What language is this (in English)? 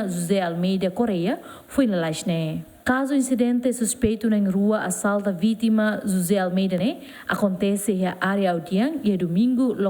Tetum